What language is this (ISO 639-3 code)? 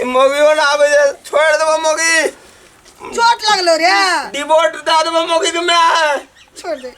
mai